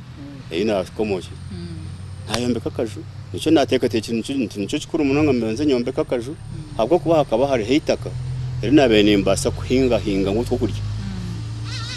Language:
Nyankole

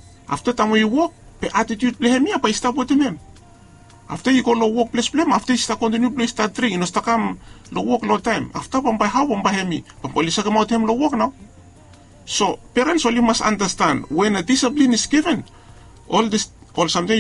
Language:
Bislama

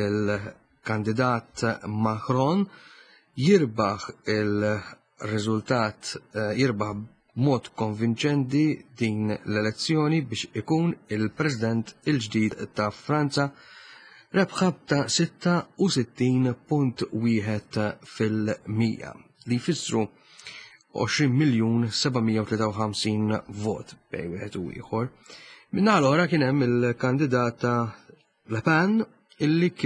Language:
Maltese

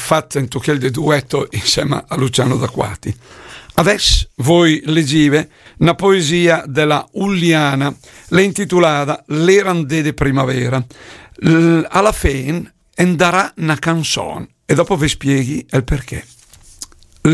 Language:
Lombard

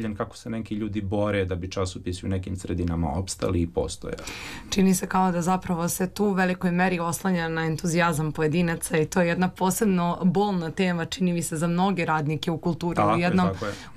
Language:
Serbian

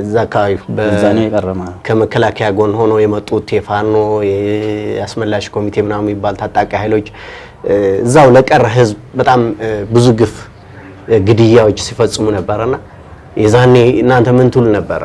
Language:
Amharic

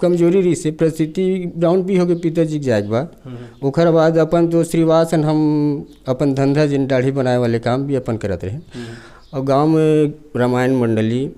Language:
Chhattisgarhi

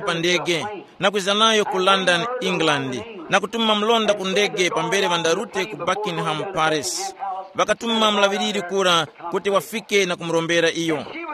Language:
Tumbuka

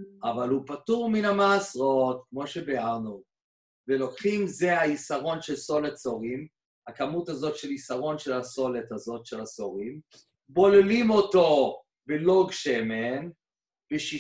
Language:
Hebrew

